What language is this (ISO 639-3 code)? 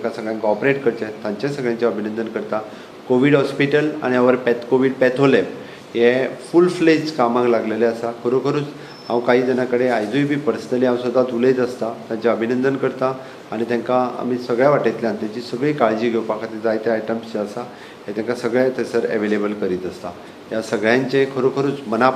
kok